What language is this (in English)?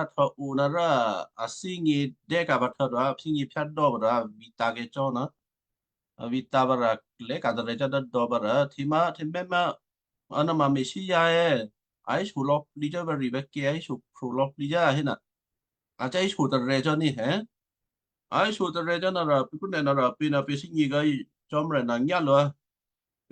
Western Kayah